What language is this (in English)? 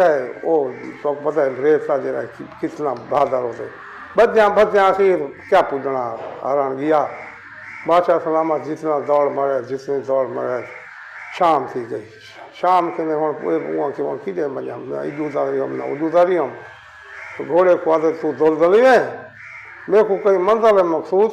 Saraiki